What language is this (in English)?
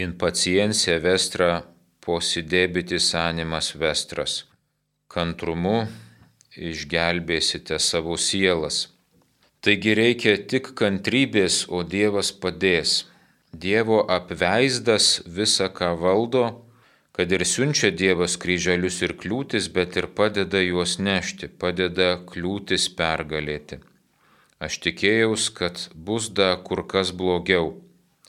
Lithuanian